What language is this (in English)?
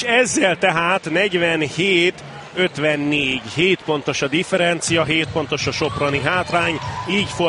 Hungarian